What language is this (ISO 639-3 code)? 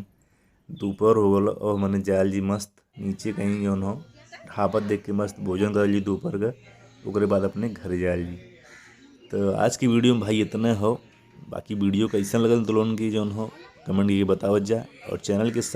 bho